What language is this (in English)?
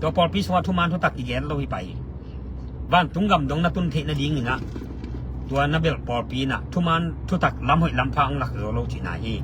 Tedim Chin